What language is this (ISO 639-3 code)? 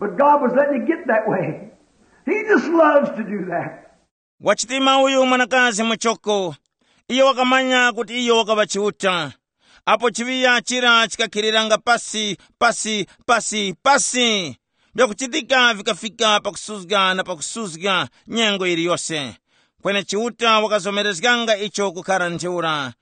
tum